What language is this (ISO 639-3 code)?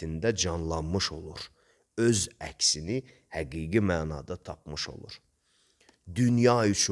aze